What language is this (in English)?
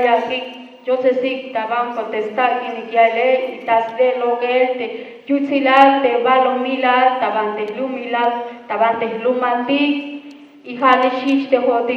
Tzeltal